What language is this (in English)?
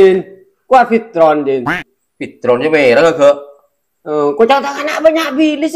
Madurese